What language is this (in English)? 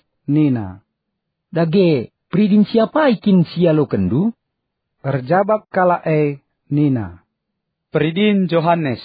Batak Karo